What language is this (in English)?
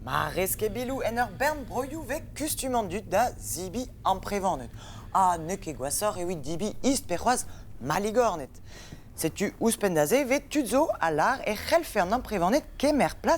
Breton